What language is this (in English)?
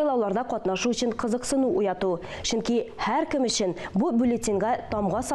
Tatar